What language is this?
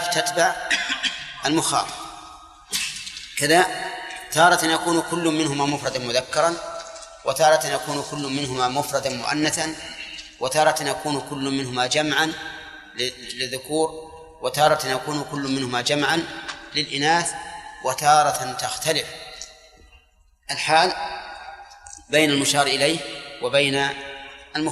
Arabic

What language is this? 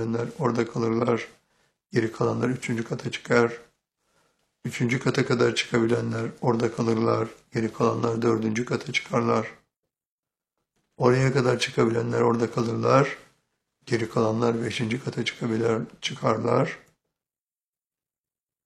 Turkish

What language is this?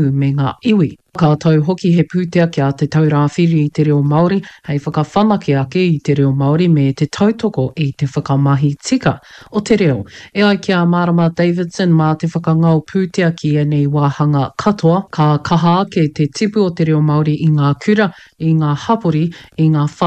Māori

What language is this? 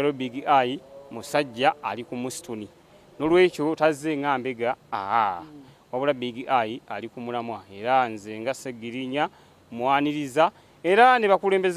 Ganda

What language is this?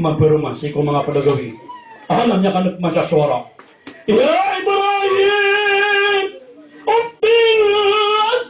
Maranao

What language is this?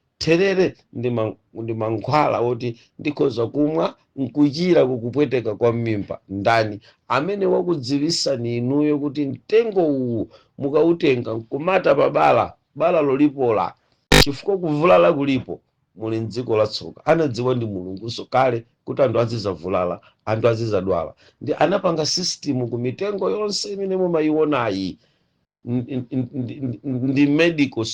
Nyanja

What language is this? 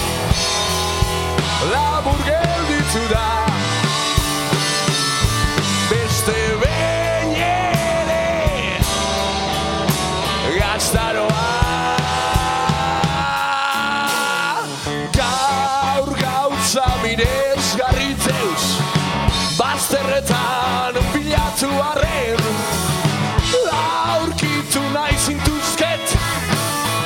Basque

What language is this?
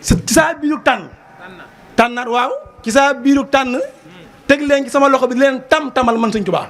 Wolof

